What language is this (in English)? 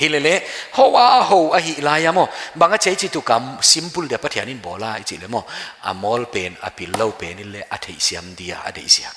Paite Chin